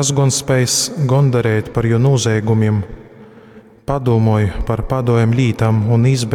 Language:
Latgalian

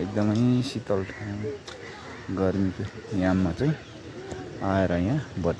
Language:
Nepali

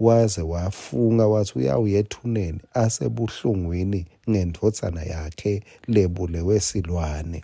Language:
Swati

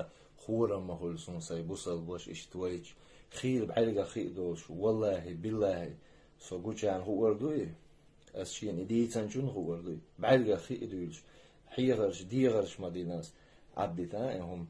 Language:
Chechen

